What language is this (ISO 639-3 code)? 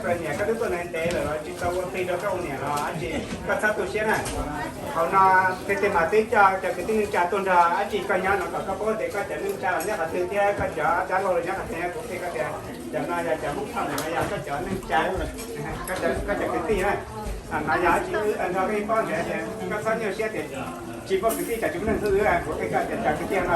hmn